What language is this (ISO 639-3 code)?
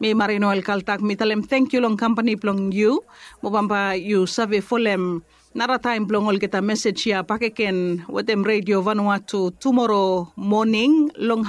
bis